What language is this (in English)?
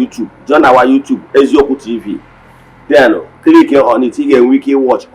Igbo